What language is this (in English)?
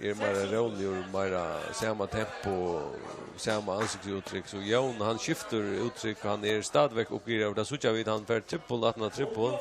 Faroese